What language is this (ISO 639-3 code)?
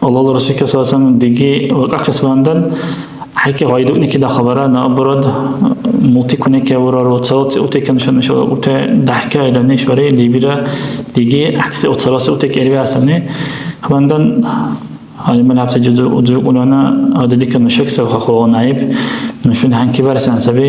dar